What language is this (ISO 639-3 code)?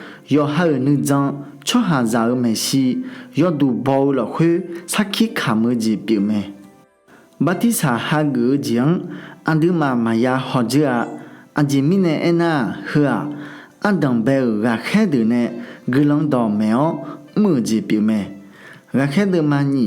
ahk